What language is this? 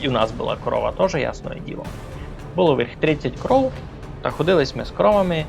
Rusyn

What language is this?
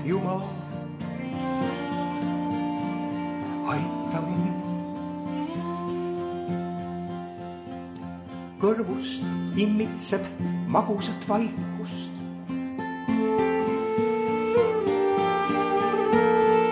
Estonian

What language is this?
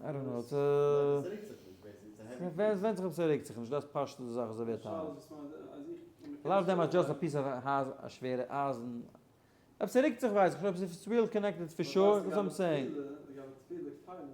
Yiddish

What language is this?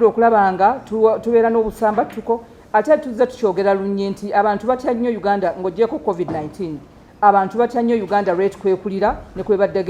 Ganda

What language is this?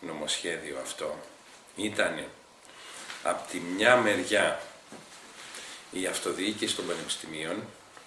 Greek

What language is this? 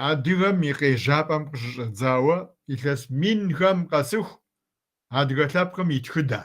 Kabardian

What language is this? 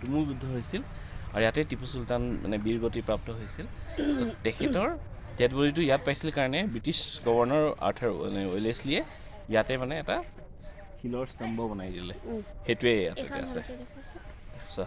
Assamese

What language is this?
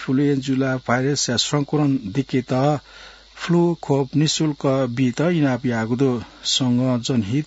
Newari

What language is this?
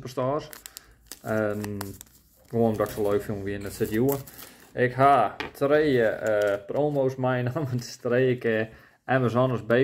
Western Frisian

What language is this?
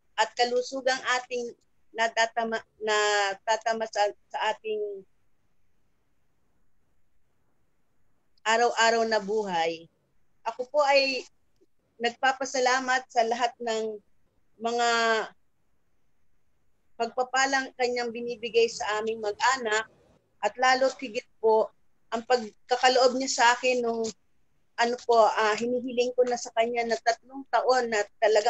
Filipino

